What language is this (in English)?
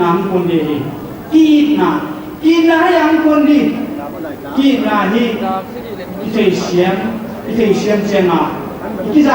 Paite Chin